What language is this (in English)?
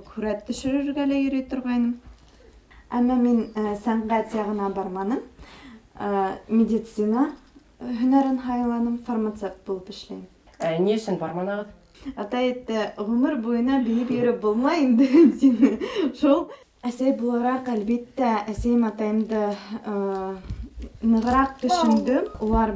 Bashkir